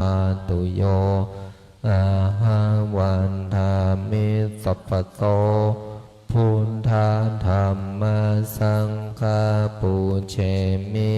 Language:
Pali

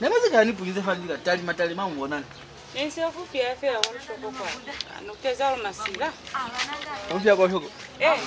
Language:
Lozi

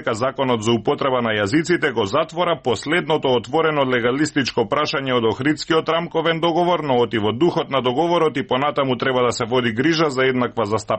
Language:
Macedonian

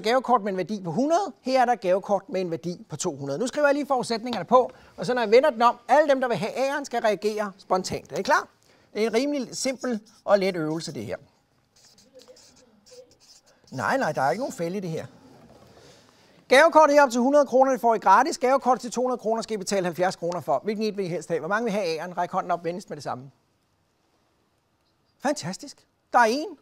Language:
Danish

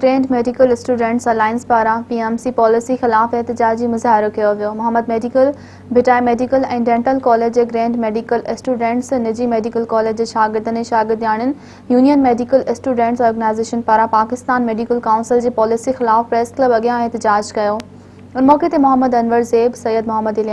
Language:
Sindhi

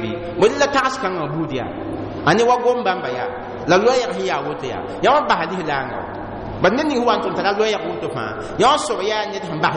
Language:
Mossi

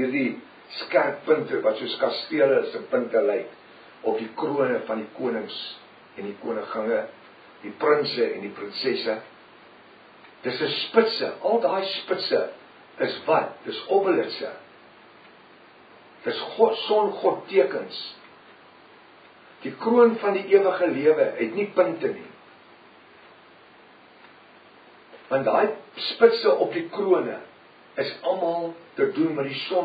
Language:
Afrikaans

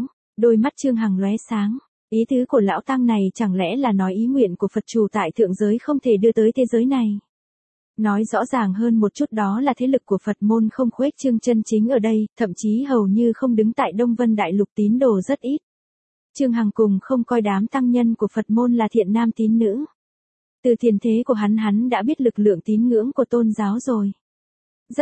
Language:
Vietnamese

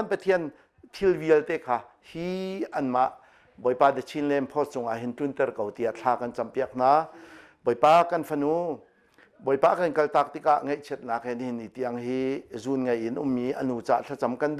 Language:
Hakha Chin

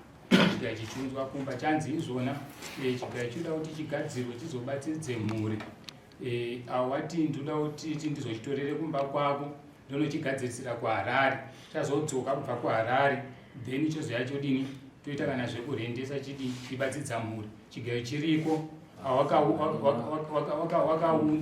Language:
Shona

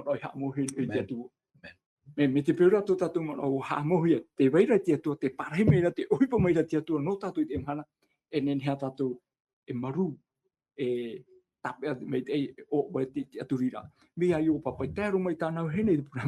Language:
Tahitian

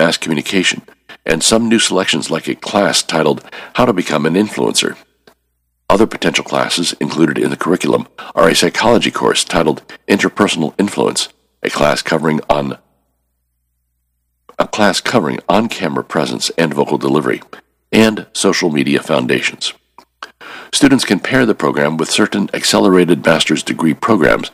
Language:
English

